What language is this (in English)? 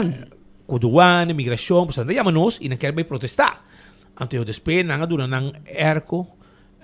Papiamento